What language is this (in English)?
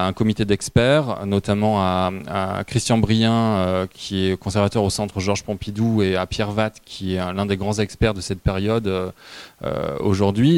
French